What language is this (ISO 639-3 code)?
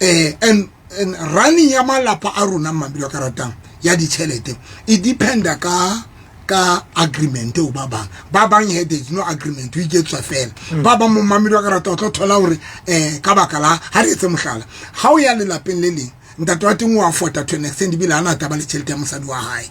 sot